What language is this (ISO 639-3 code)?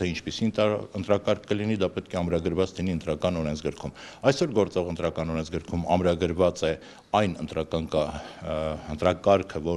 hye